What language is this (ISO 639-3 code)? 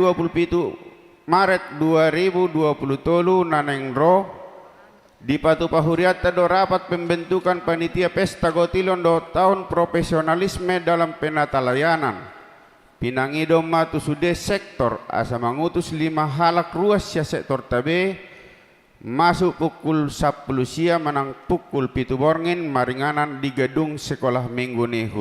bbc